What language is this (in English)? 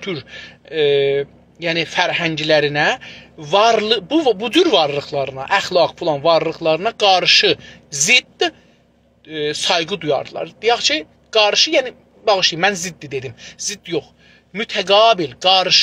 South Azerbaijani